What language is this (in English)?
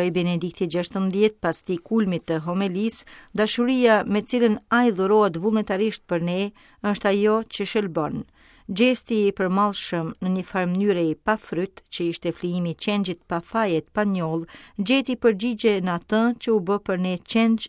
Albanian